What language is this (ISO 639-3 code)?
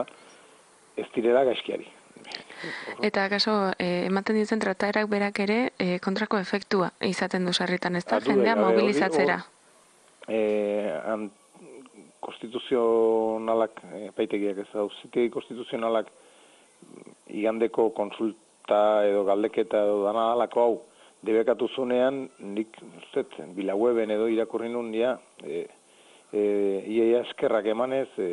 eus